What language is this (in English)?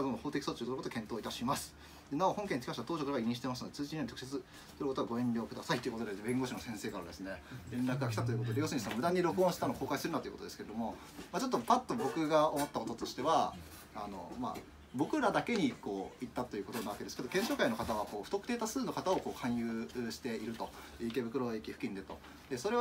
Japanese